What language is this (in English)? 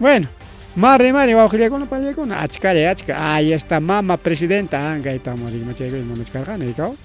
Ayacucho Quechua